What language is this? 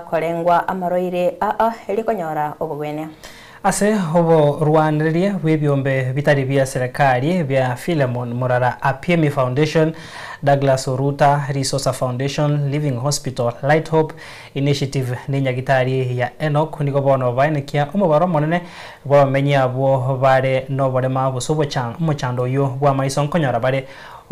Gusii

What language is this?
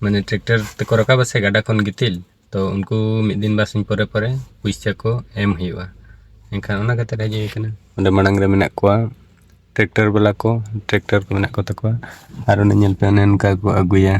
Santali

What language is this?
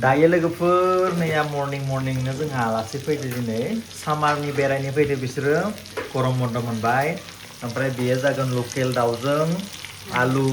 Bodo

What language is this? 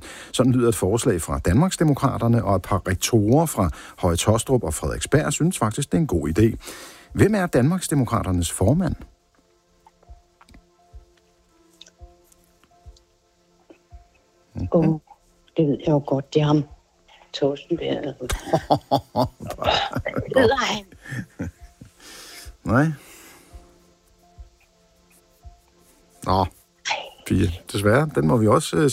Danish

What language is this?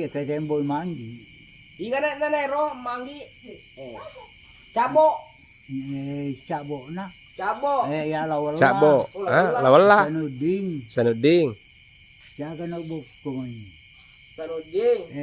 Buginese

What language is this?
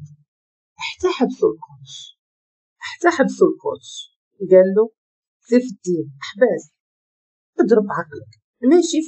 Moroccan Arabic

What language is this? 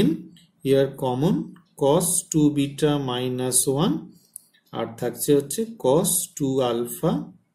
Bangla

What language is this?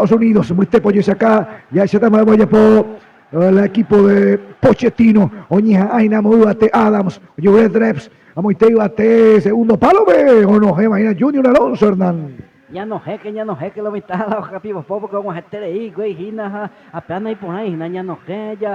Guarani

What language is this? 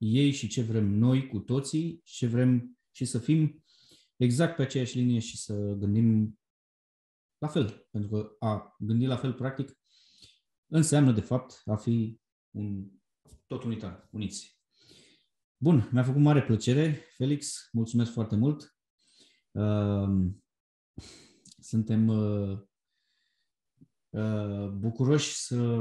Romanian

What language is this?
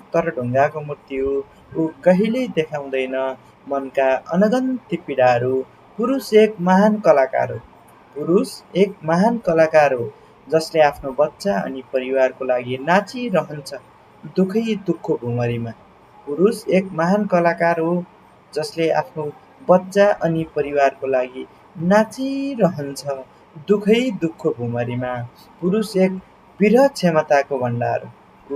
Nepali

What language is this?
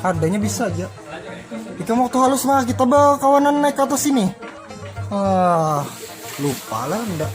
Banjar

